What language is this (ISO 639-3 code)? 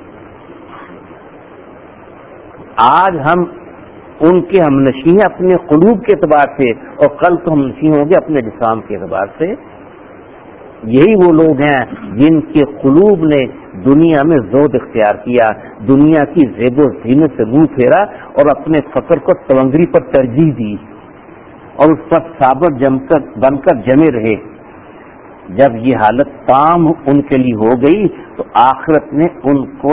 urd